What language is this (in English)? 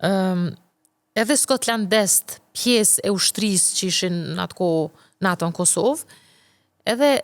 Albanian